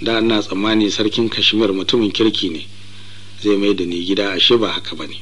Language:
Hausa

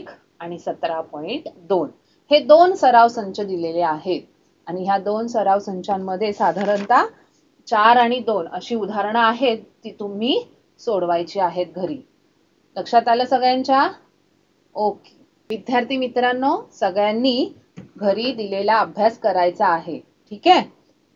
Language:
Marathi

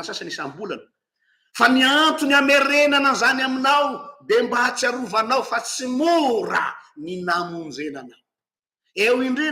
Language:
Malagasy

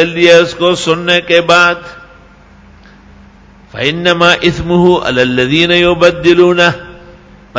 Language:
Urdu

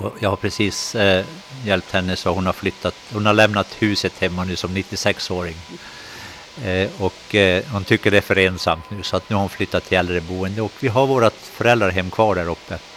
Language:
Swedish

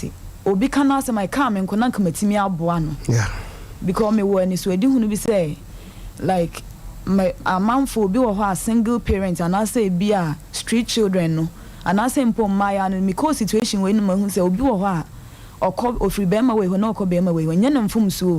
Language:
Akan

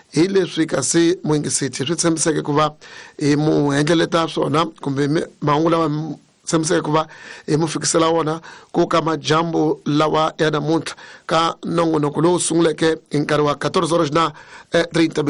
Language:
Tsonga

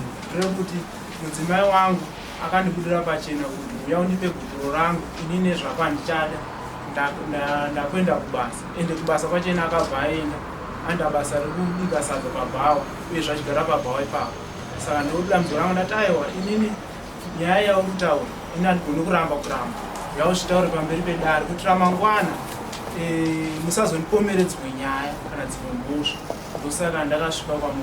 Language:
Shona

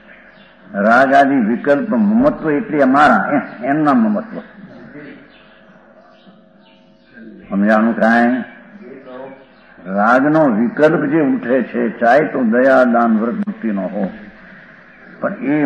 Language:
Gujarati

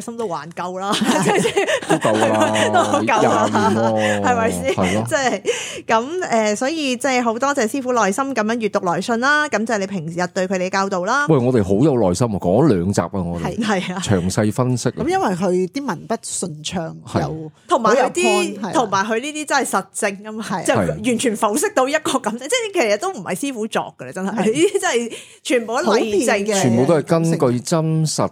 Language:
Cantonese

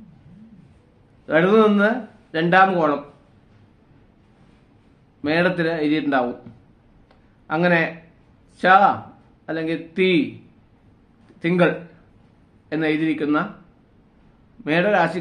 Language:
Malayalam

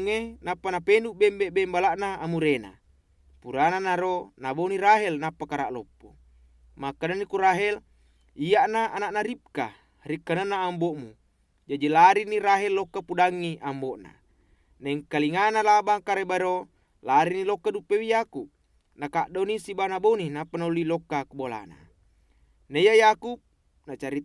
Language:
Buginese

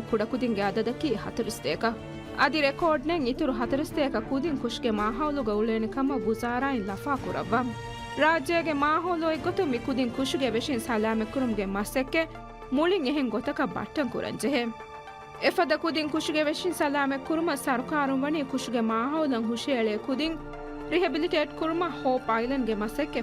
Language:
Divehi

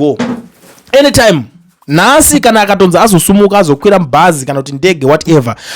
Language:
Shona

